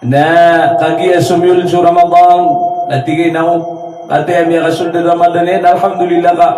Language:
Maranao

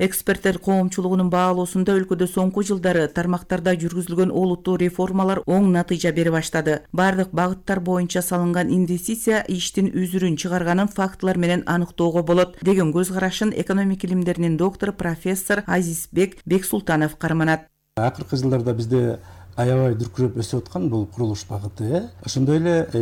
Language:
Kyrgyz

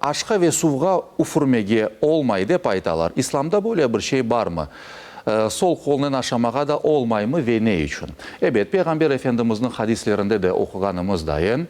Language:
Crimean Tatar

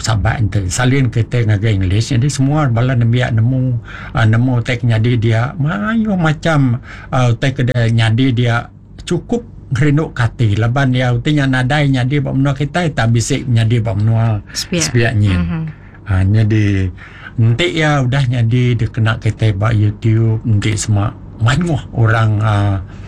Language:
Iban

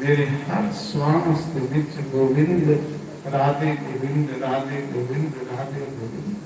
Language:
Dogri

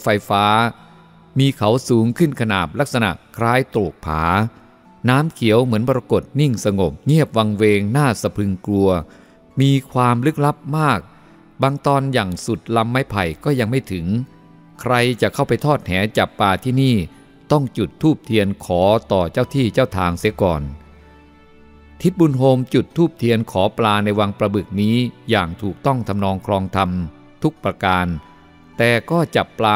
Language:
Thai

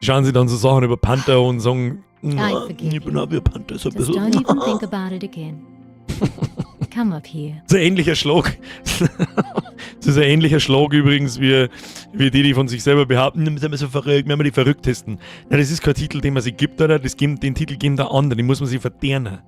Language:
Bavarian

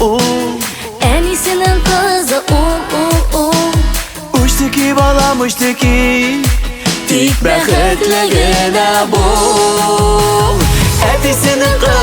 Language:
Tatar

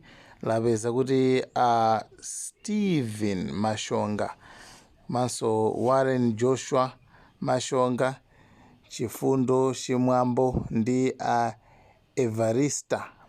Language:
Nyanja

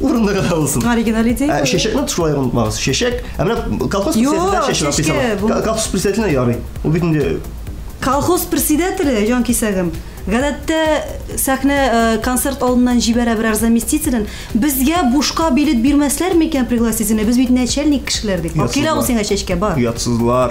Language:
Tatar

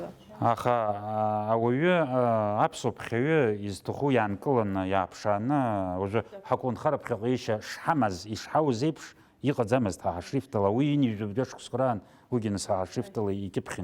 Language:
Abkhazian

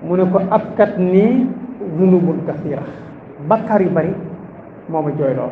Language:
Wolof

